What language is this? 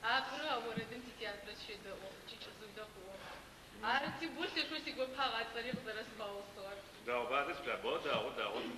Adyghe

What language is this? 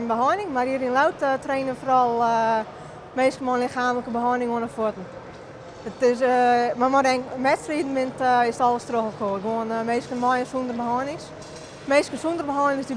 Western Frisian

